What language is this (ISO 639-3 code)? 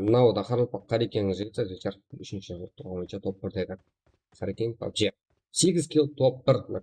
kaa